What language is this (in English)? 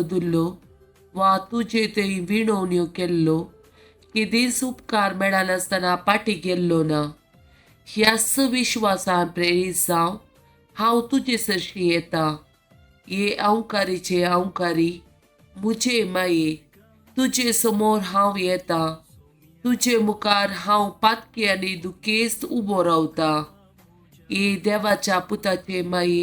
Konkani